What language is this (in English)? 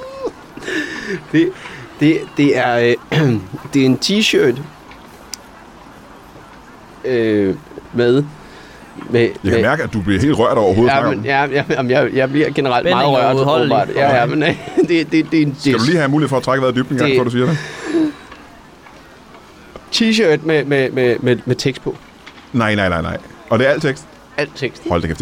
Danish